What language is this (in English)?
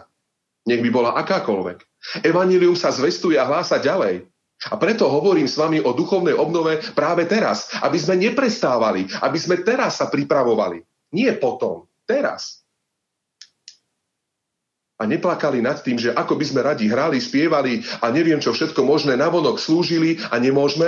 Slovak